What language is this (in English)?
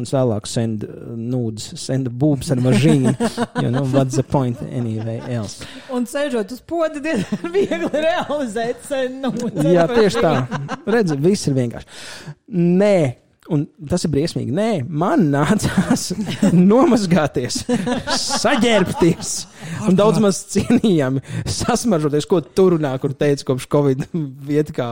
Latvian